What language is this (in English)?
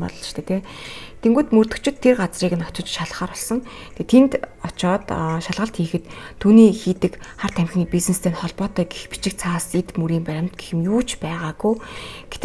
Mongolian